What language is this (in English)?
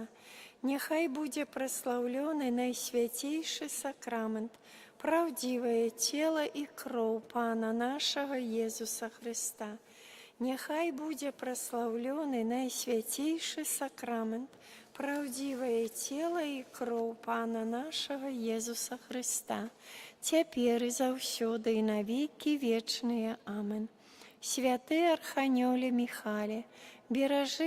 Belarusian